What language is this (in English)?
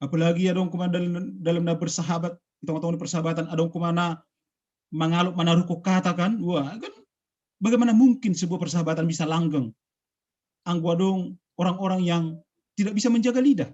Batak Simalungun